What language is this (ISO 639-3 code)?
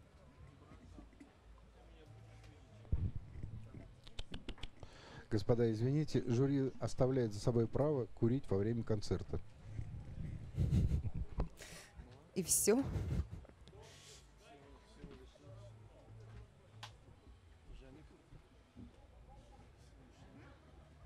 rus